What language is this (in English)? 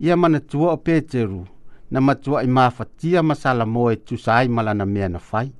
Samoan